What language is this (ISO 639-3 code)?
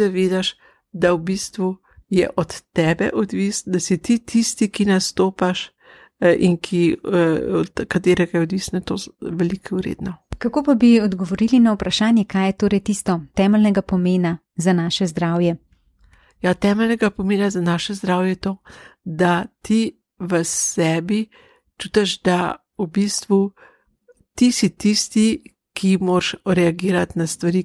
slv